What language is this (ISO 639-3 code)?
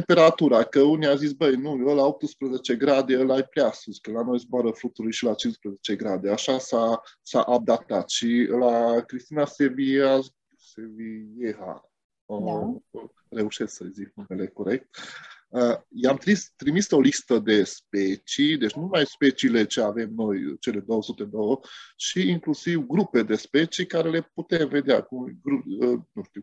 ron